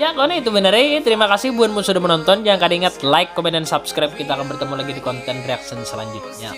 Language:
Banjar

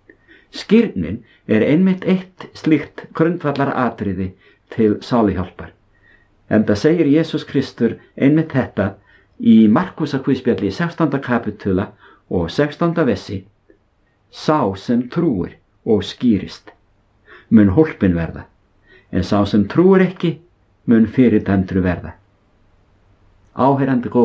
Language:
Icelandic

